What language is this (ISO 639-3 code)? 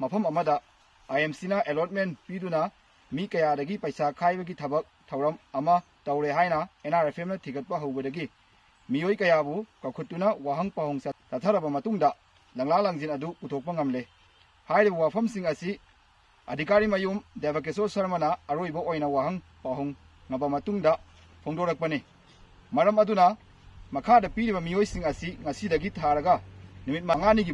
mni